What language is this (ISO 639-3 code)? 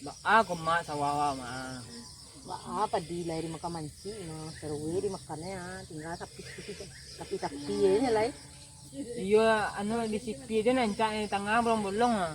min